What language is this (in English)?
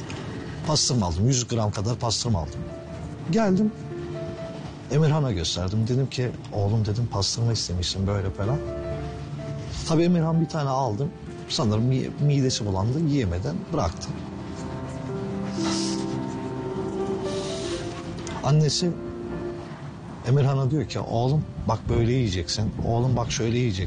Turkish